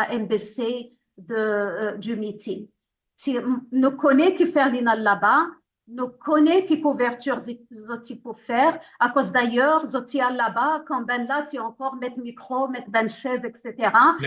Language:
Morisyen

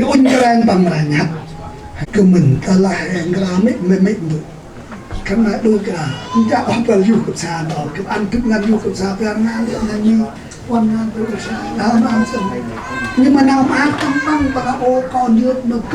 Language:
Central Mnong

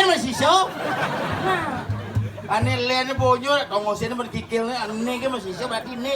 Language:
Balinese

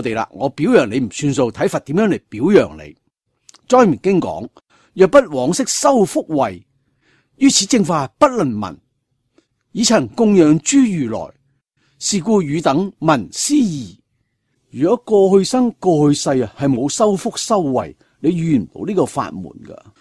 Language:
Cantonese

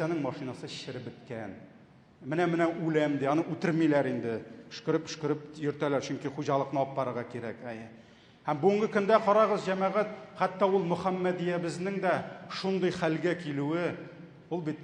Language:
Tatar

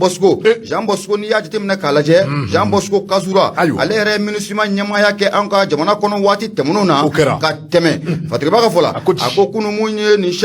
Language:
Bambara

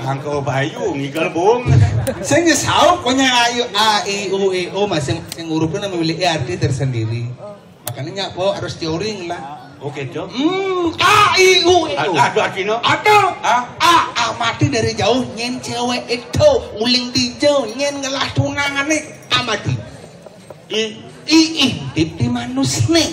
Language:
Balinese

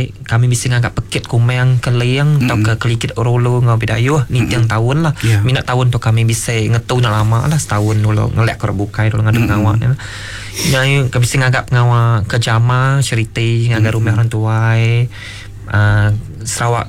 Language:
Iban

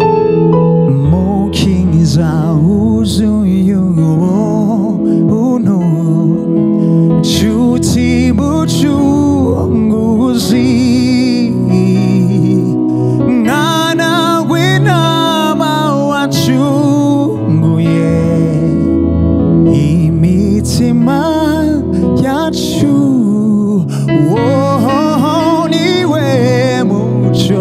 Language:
Kinyarwanda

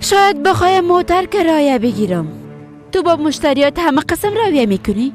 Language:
Persian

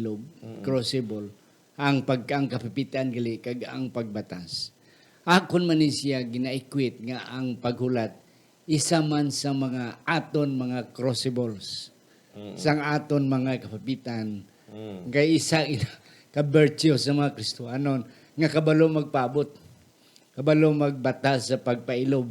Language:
Hiligaynon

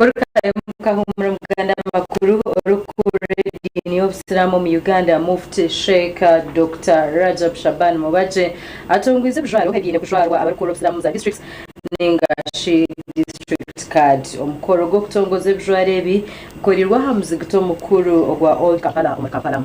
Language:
Nyankole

